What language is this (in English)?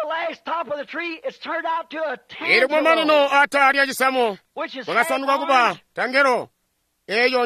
Tonga (Zambia)